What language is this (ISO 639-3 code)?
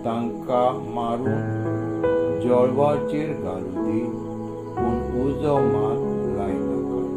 kok